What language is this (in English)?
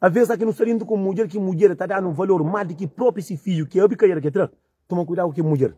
Kabuverdianu